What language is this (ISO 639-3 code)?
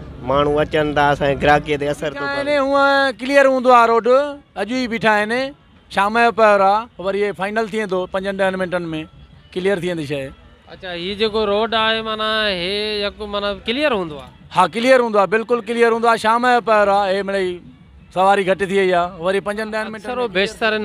snd